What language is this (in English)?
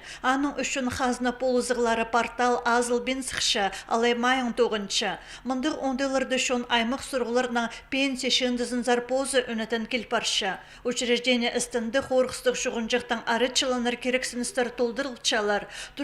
Khakas